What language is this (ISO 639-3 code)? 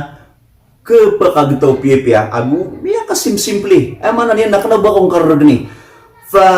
mrw